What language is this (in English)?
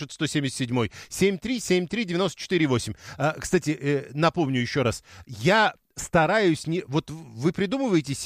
Russian